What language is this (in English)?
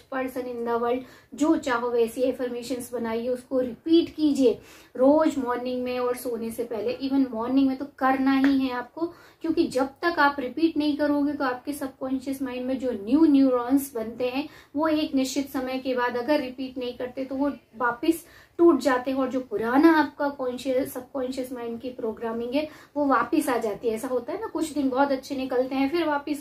Hindi